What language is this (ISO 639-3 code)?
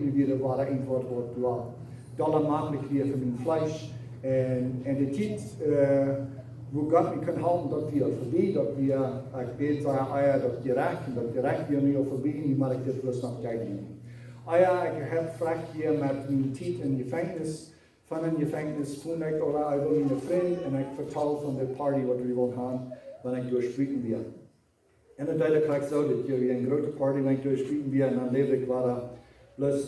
pdt